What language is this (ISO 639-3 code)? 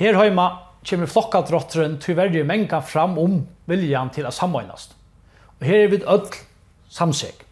fao